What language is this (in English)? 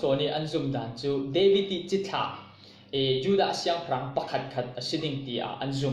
Falam Chin